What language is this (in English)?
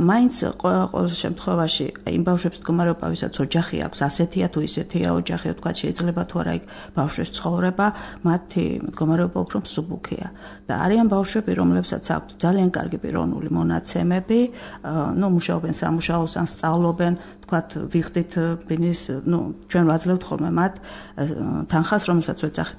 Georgian